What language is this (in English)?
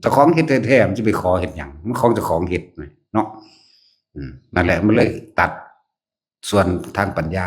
Lao